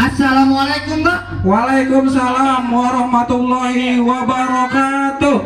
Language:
Betawi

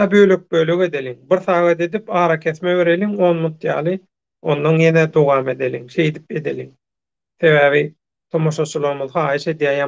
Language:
Turkmen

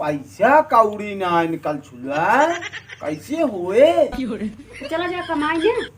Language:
Awadhi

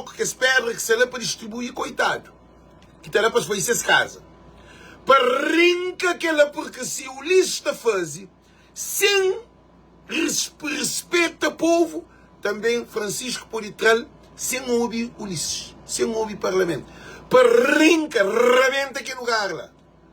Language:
Kabuverdianu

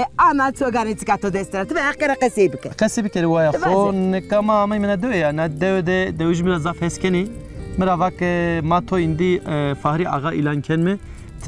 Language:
Zaza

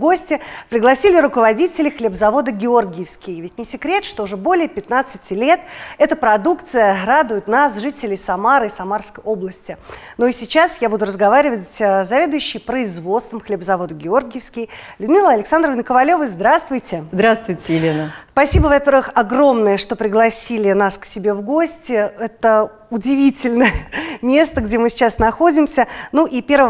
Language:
Russian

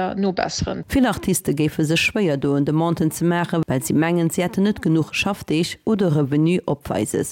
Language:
Luxembourgish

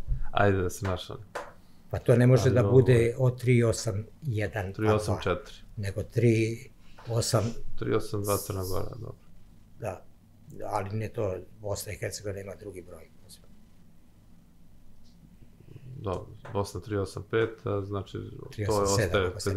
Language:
Serbian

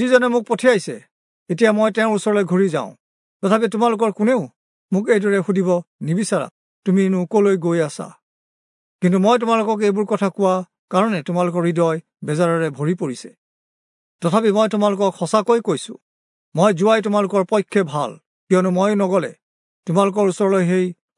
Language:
Assamese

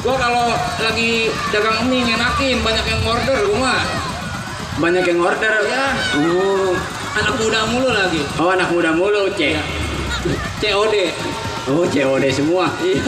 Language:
Betawi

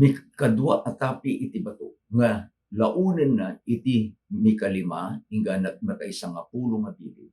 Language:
Iloko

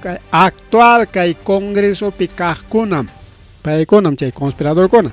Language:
Ayacucho Quechua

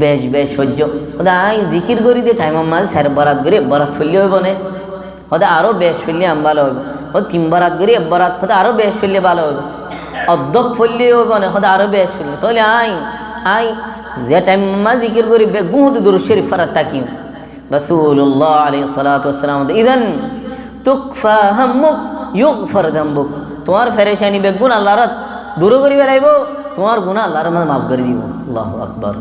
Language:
Rohingya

